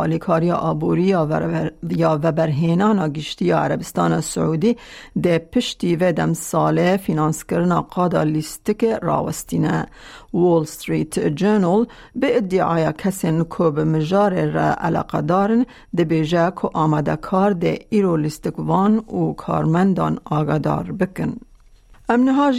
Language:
Kurdish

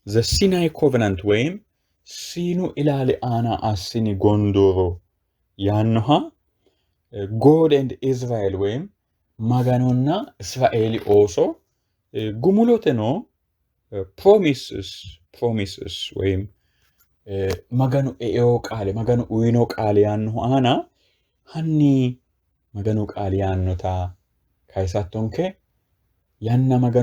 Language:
Sidamo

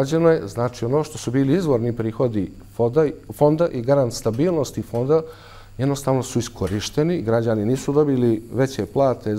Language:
Bosnian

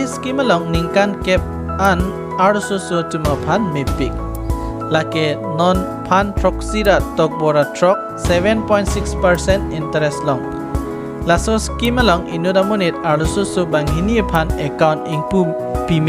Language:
Karbi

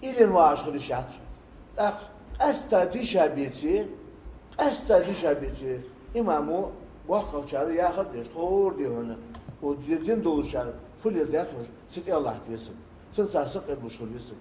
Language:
Ingush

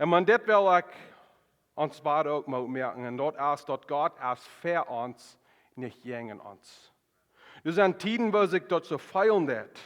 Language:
Plautdietsch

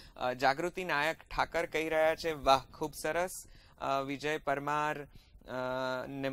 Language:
Gujarati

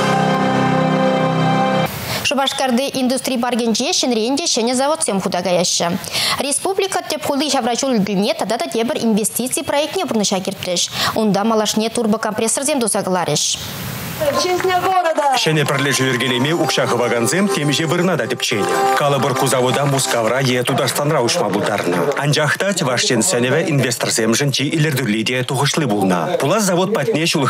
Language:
Chuvash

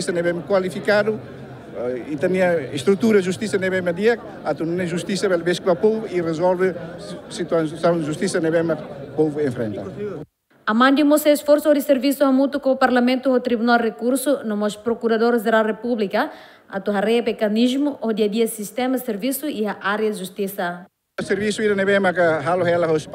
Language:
Tetum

